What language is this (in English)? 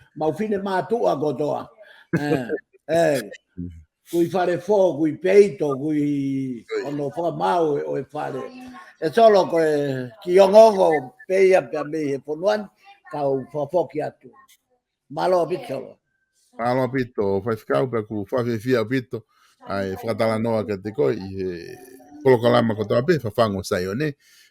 Tongan